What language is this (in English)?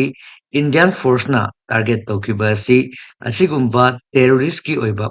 Manipuri